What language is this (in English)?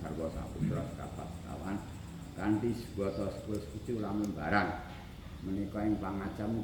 Javanese